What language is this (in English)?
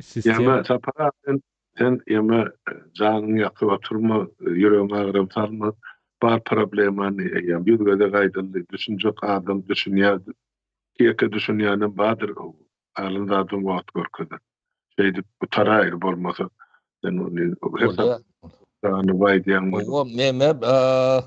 Turkmen